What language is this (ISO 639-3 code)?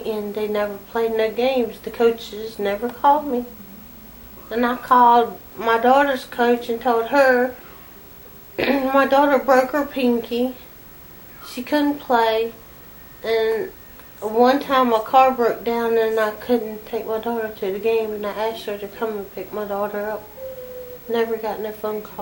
eng